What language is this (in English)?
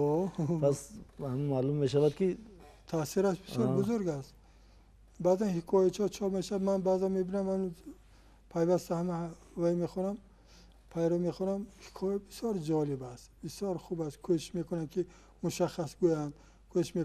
Tajik